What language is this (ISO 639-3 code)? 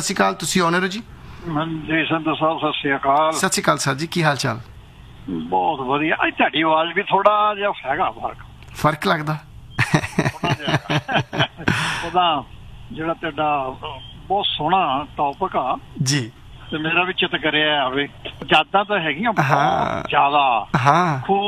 pan